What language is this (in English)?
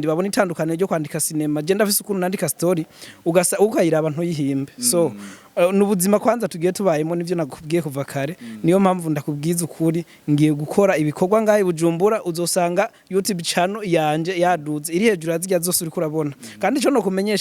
Rundi